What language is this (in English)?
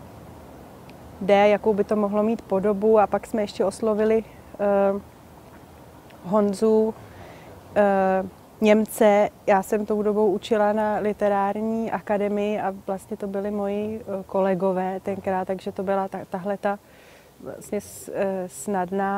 Czech